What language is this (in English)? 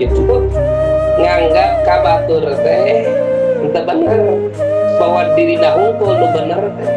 Sundanese